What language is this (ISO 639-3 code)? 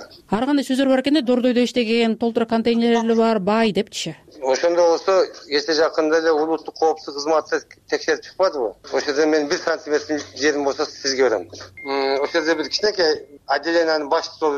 kir